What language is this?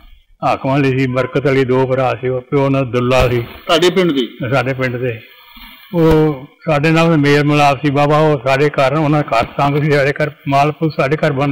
Punjabi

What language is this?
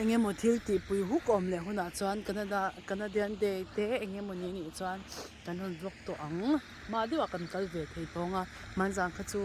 Mizo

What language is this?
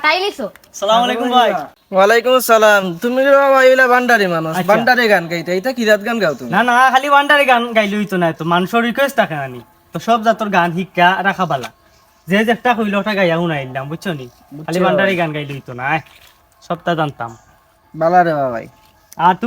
Sylheti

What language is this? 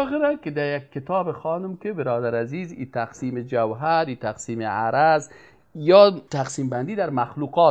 Persian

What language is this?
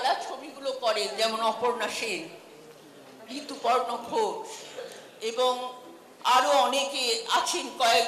Bangla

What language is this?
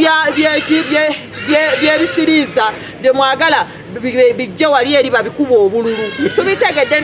Ganda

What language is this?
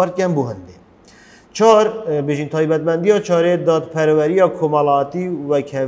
Kurdish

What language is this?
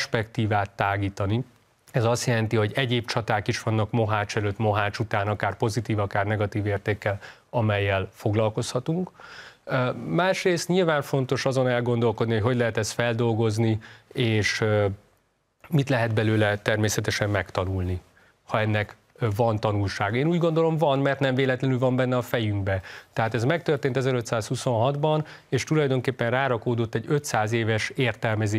Hungarian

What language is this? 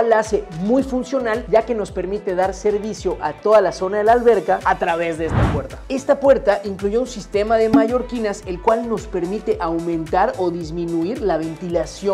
Spanish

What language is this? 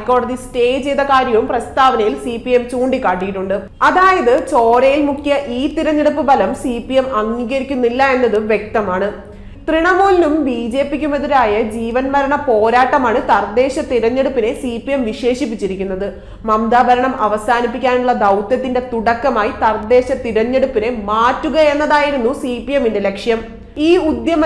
Malayalam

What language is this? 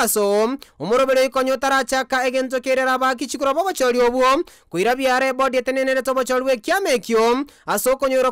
Gusii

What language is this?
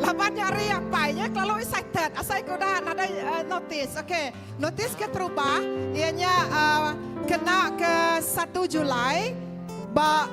Iban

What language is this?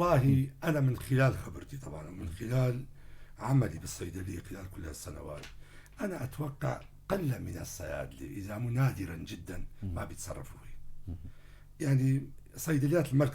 North Levantine Arabic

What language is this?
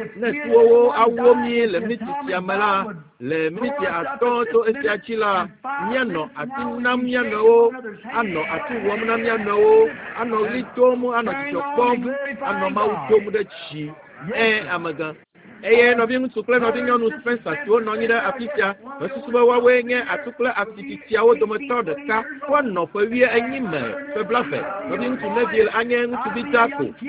Ewe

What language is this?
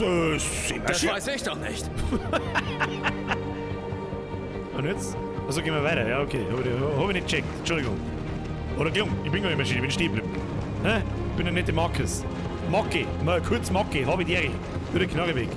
Bavarian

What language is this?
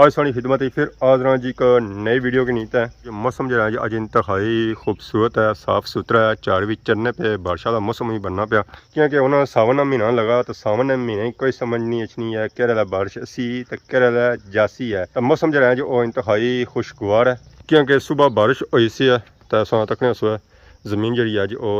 Pahari-Potwari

